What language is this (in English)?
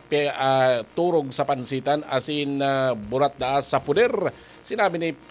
Bikol